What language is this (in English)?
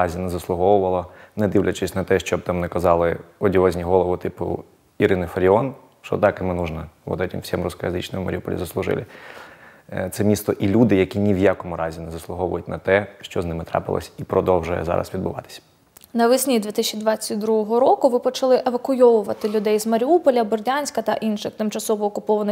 Ukrainian